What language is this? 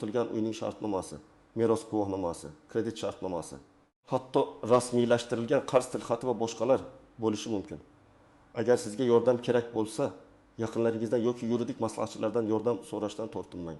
Uzbek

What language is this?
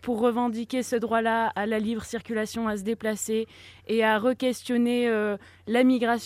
French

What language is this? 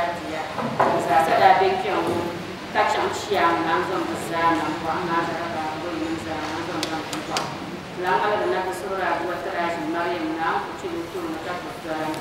Dagbani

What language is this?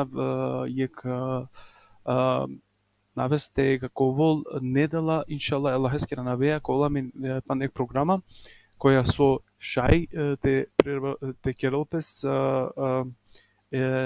Balkan Romani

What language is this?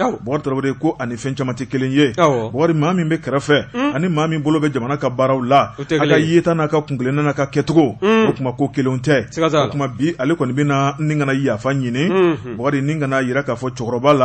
Bambara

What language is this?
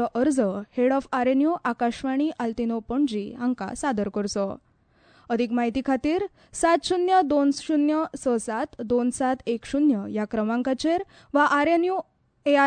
Konkani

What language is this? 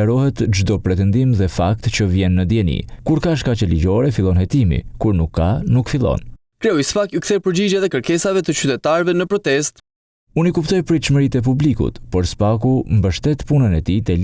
Albanian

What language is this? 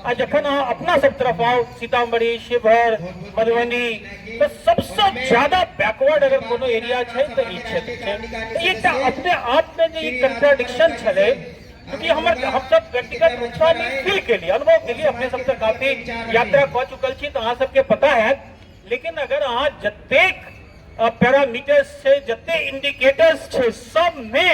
Maithili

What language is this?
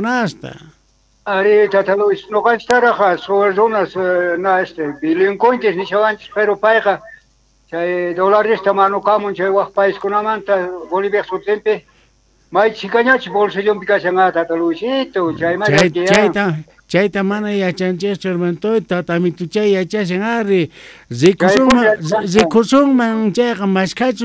South Bolivian Quechua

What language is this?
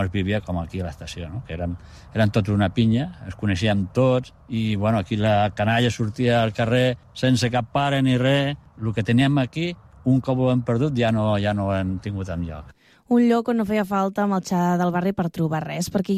Catalan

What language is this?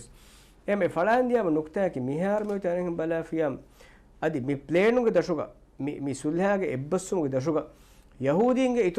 Divehi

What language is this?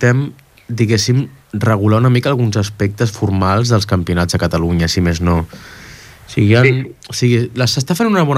Catalan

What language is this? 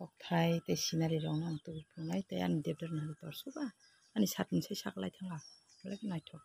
Kok Borok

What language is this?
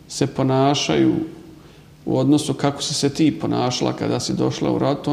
Bosnian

